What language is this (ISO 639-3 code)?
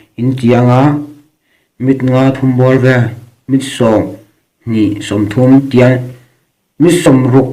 lus